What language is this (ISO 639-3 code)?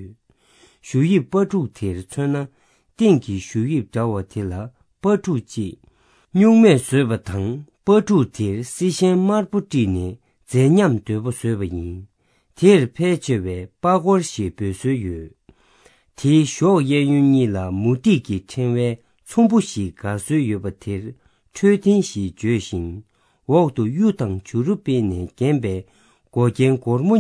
bod